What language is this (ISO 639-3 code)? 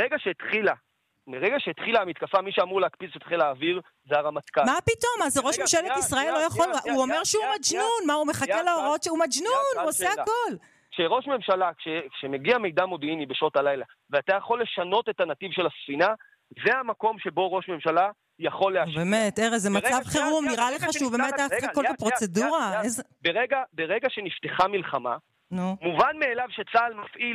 heb